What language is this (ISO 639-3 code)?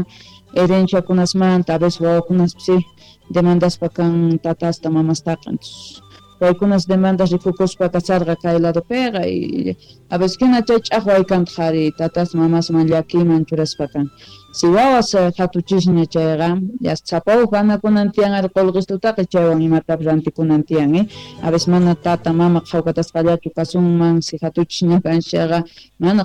quh